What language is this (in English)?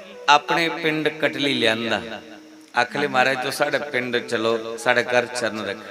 Dogri